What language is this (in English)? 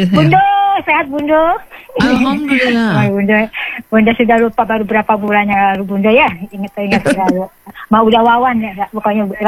Indonesian